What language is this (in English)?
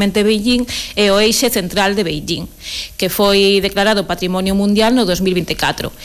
Galician